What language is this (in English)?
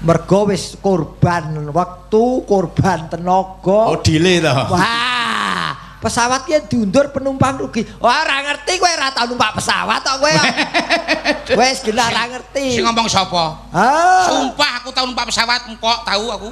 Javanese